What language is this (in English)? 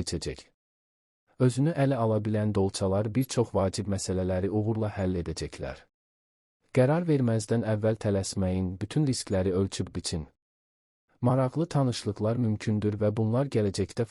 Azerbaijani